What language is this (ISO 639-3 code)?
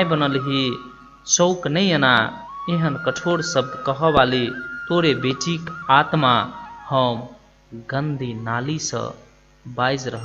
mai